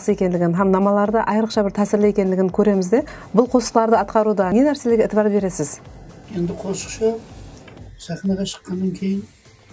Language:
Kara-Kalpak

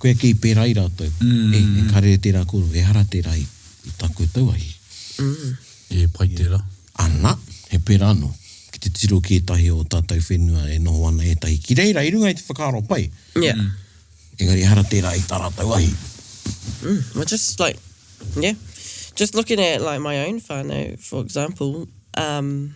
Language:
Māori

